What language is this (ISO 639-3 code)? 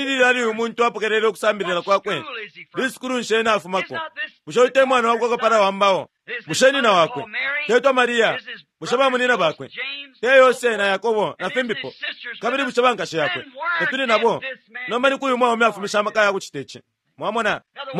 bem